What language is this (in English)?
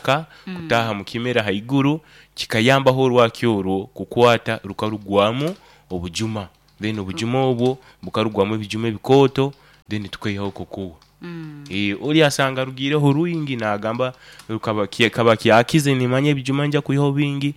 Nyoro